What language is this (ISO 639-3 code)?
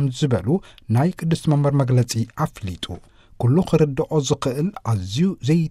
tir